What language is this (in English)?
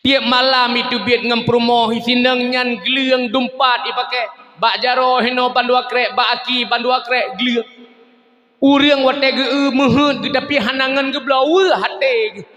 Achinese